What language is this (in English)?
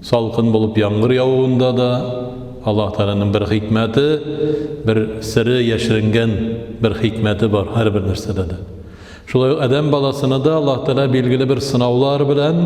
Tatar